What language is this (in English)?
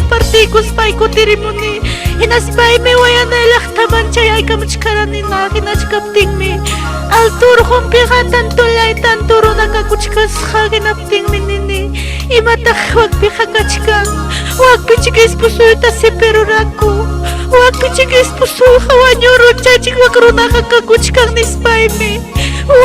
Ayacucho Quechua